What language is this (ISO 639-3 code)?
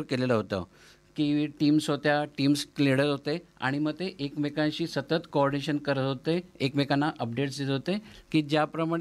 mar